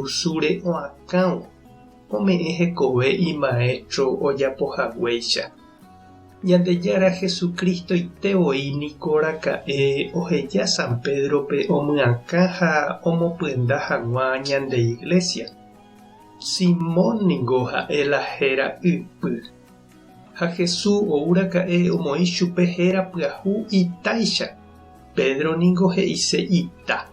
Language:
Guarani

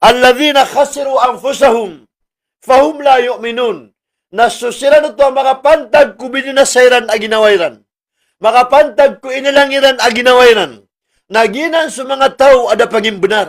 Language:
Maranao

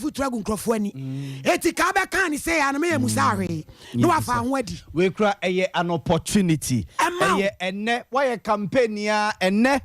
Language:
Akan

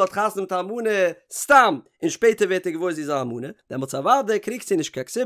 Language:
Yiddish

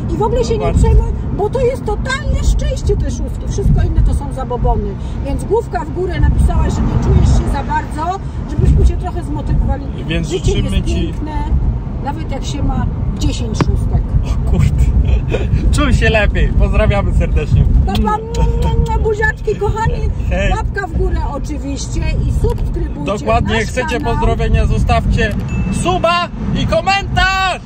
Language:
Polish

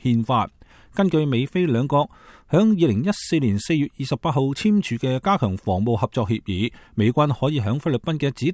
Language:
Cantonese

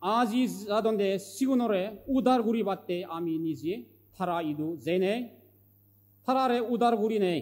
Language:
Chakma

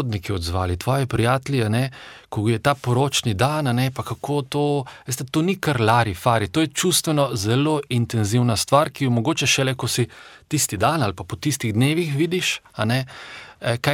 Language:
Slovenian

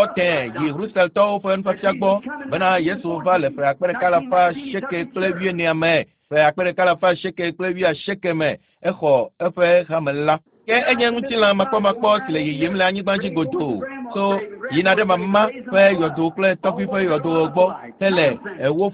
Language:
Ewe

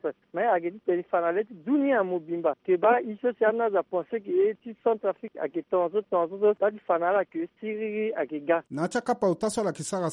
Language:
Sango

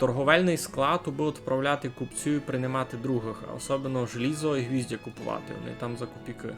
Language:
Rusyn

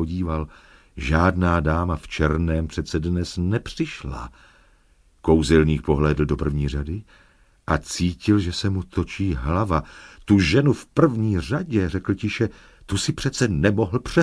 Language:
Czech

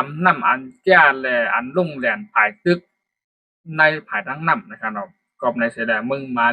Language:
Shan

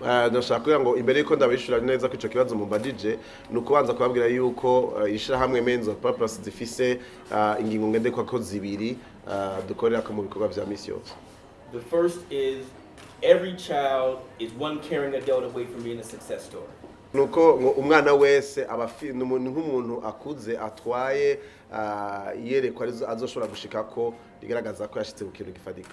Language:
Rundi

